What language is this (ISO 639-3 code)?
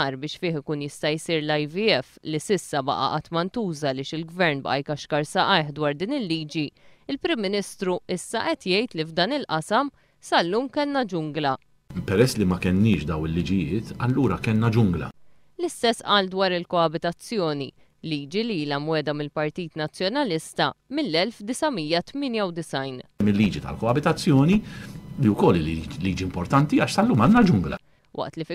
mlt